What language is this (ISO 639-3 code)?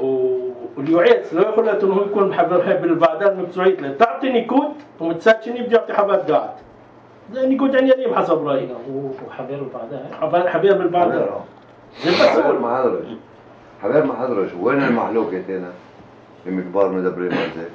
apc